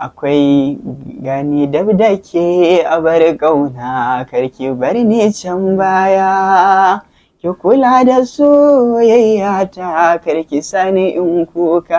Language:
Hausa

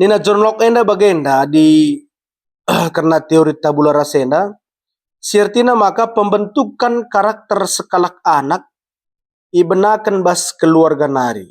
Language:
Batak Karo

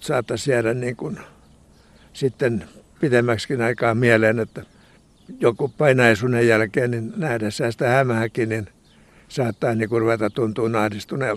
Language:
Finnish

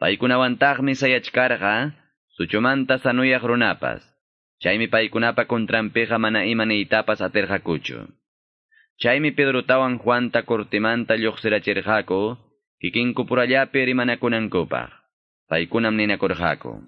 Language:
Quechua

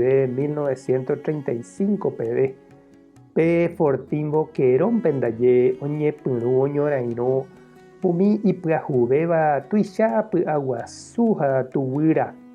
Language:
Guarani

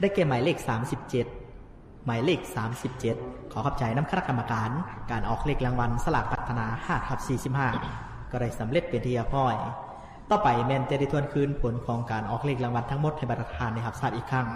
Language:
Lao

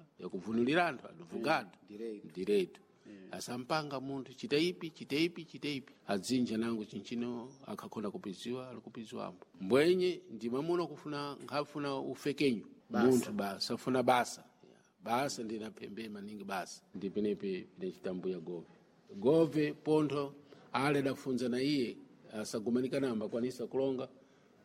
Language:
Sena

